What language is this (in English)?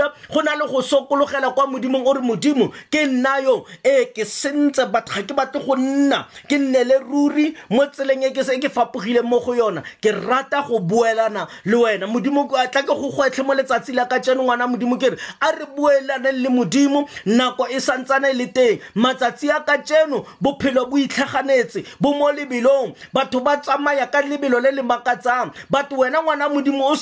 Tswana